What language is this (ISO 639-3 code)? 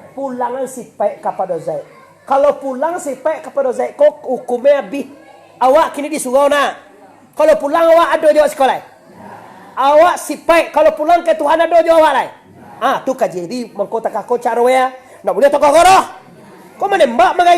min